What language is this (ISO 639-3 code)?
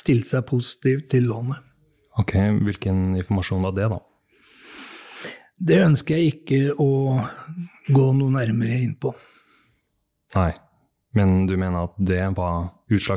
nor